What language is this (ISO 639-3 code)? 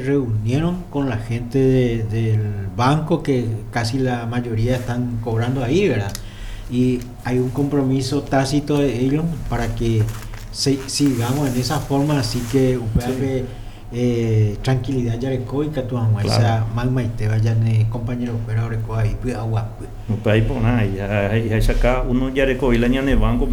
grn